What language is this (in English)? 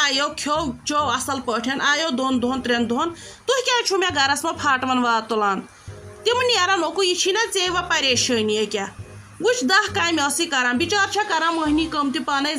Kashmiri